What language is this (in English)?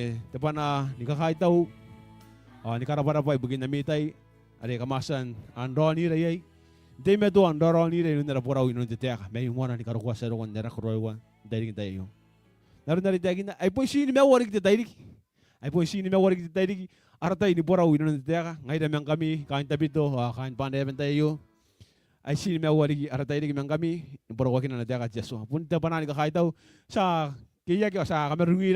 Gilbertese